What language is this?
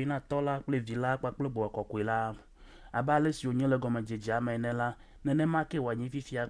Ewe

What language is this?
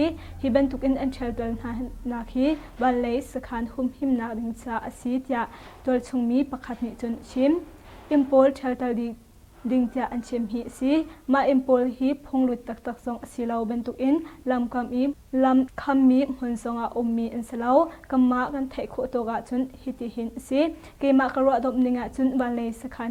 Hakha Chin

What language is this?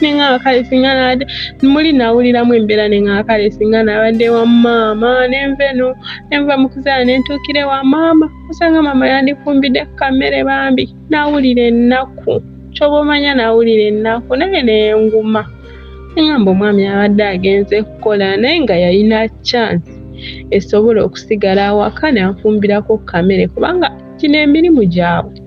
Ganda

